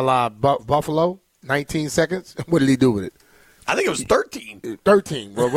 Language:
English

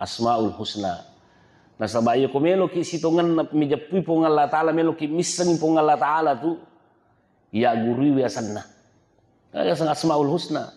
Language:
Buginese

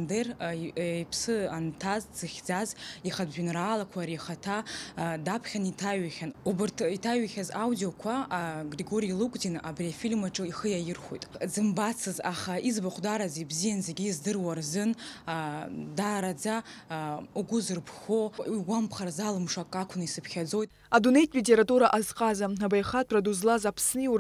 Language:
Abkhazian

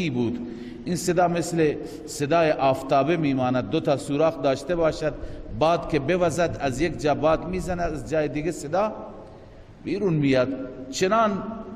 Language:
Persian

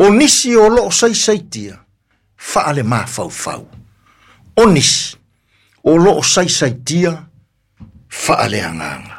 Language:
Samoan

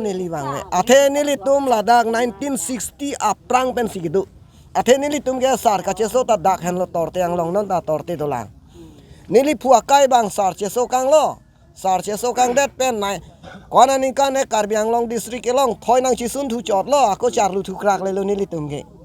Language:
Karbi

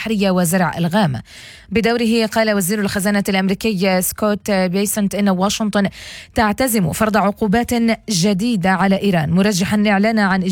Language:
Arabic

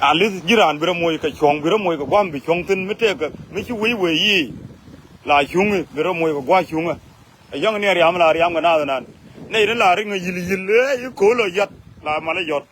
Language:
Nuer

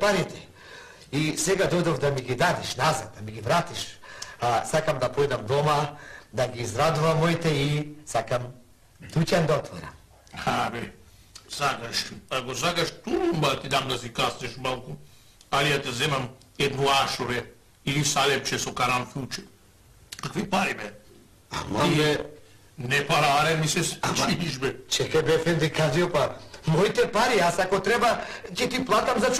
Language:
Macedonian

